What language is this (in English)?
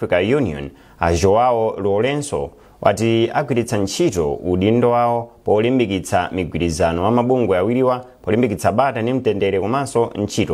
Nyanja